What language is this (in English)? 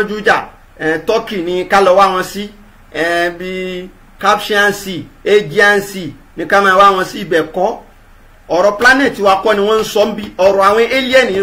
Yoruba